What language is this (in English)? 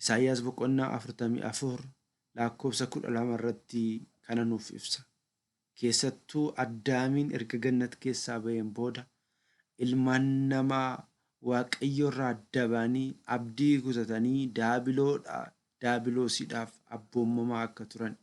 Oromo